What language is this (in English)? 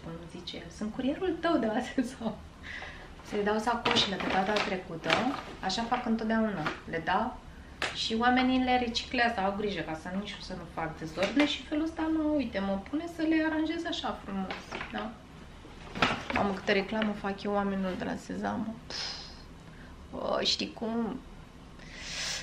Romanian